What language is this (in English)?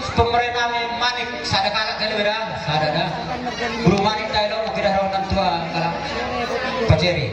Batak Toba